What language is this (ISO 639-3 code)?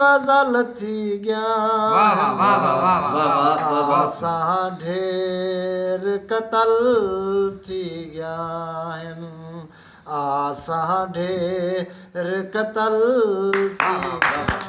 skr